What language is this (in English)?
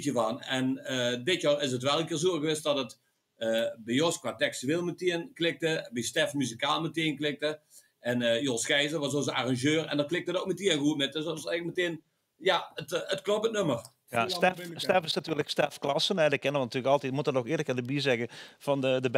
Limburgish